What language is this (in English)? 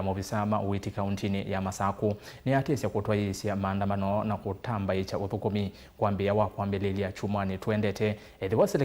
Kamba